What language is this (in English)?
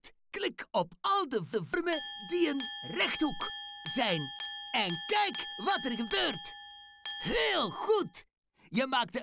Dutch